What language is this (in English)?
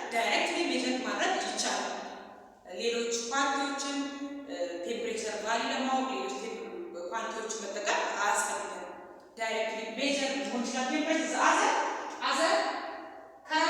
Amharic